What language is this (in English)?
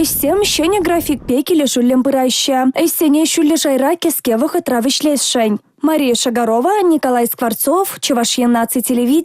Chuvash